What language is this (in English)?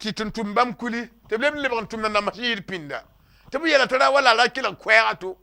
Mossi